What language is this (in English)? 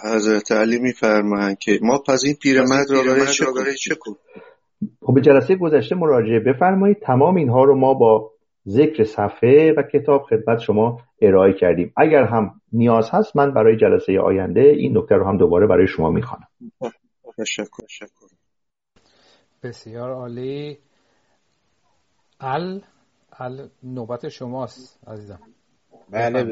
Persian